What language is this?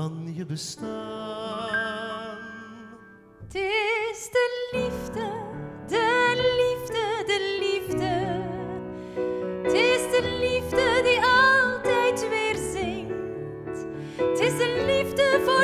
Dutch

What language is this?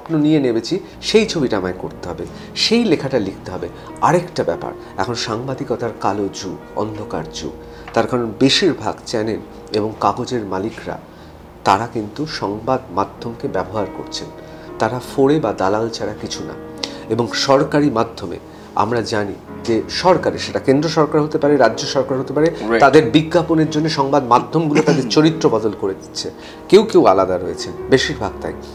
Bangla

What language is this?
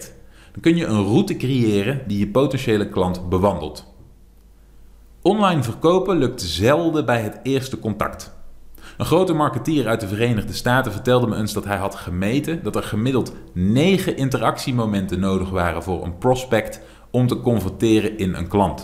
Dutch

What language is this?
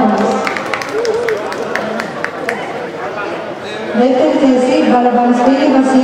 Greek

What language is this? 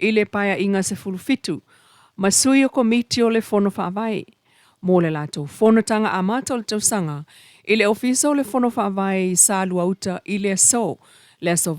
Samoan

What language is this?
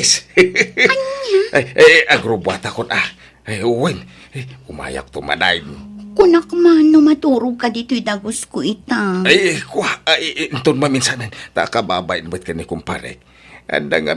Iloko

